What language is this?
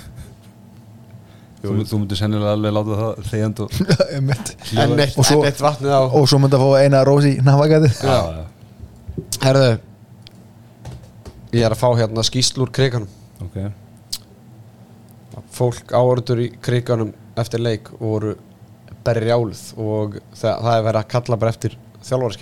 Icelandic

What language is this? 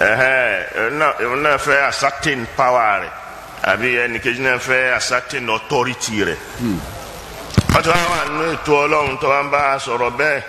Yoruba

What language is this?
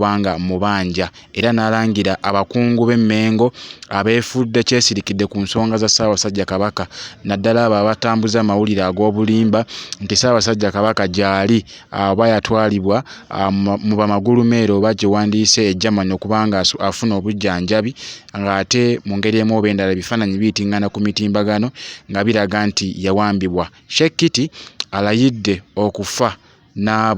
Ganda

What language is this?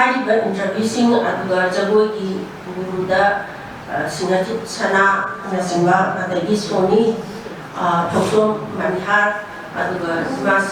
Manipuri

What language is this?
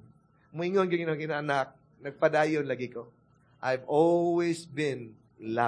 Cebuano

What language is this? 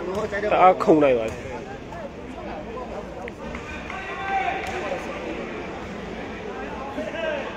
Burmese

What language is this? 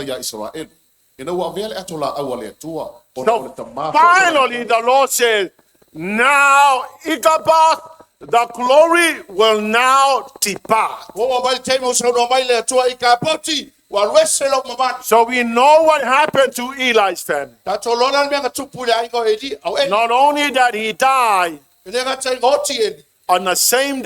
Samoan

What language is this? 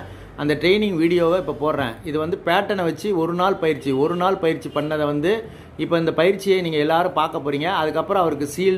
Tamil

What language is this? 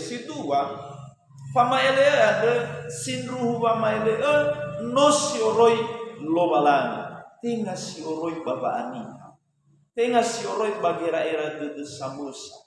Nias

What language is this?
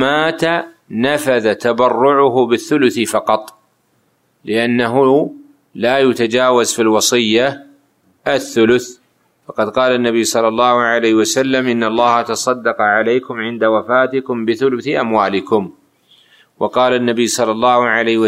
Arabic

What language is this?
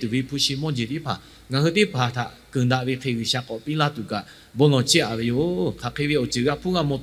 Lahu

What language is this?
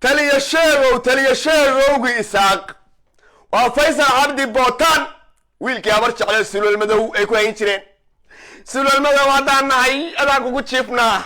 Somali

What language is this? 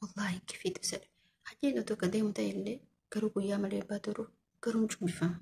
Oromo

